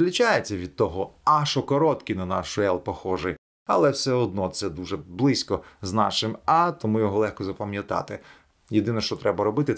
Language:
Ukrainian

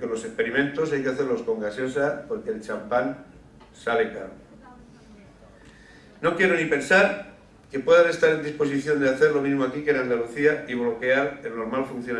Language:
Spanish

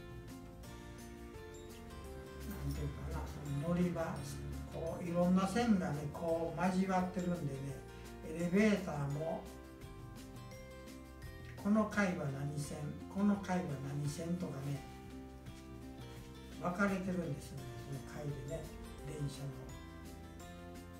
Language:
Japanese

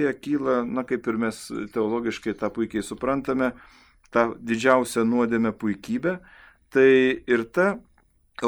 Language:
Lithuanian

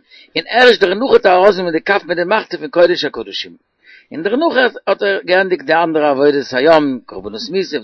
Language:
Yiddish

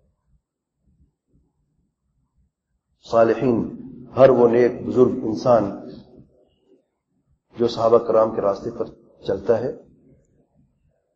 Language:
Urdu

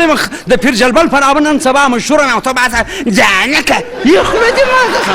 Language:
Pashto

